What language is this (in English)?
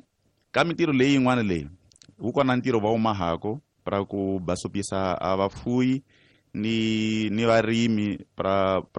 Tsonga